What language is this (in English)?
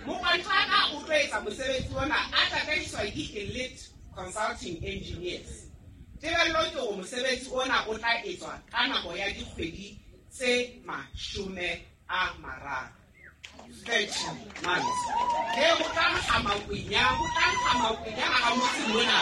Southern Sotho